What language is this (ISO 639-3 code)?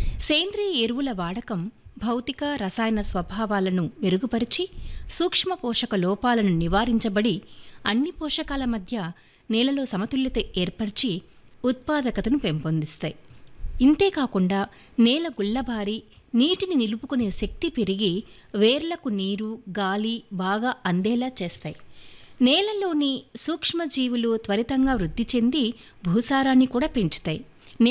tel